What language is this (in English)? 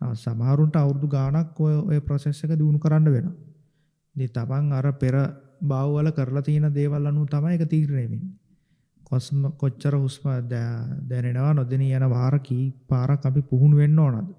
Sinhala